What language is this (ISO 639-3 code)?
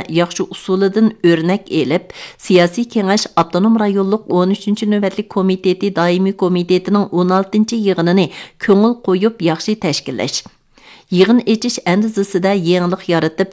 uig